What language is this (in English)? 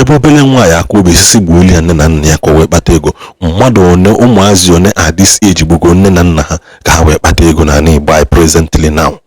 Igbo